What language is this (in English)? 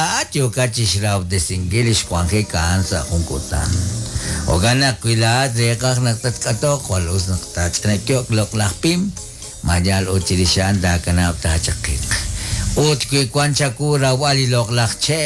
Kekchí